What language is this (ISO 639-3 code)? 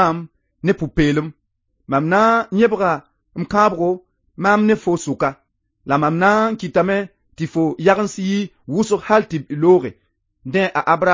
mos